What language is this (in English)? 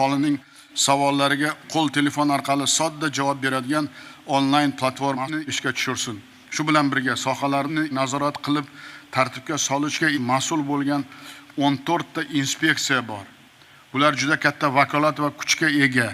Uzbek